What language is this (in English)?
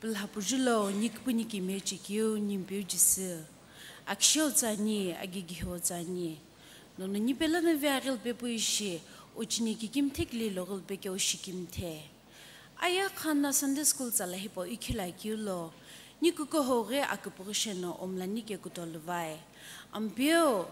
Sumi Naga